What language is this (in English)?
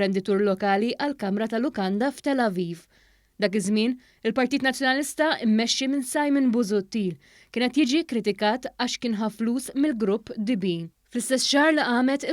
Maltese